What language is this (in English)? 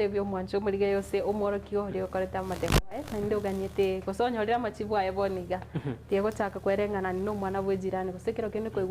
Gusii